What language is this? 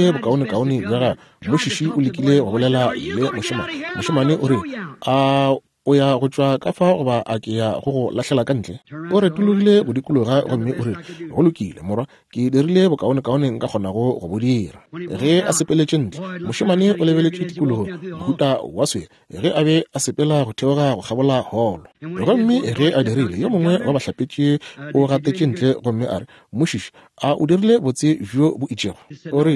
Northern Sotho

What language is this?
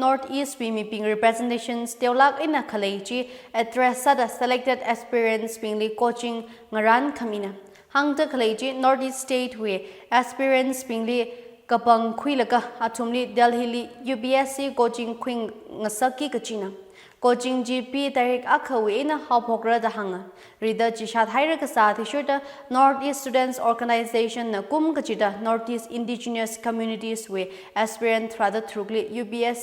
Tangkhul Naga (India)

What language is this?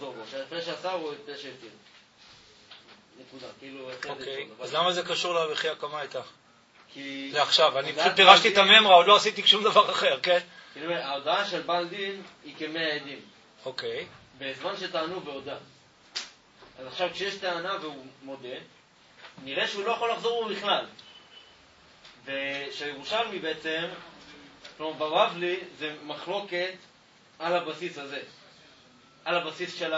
Hebrew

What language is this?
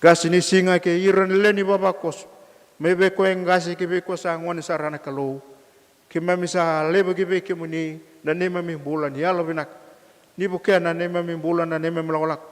Fijian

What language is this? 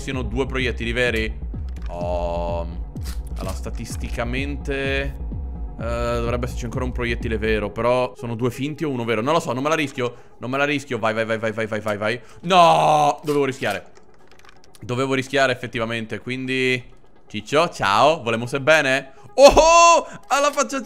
Italian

